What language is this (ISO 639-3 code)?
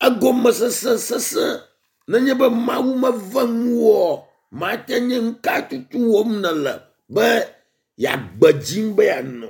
ewe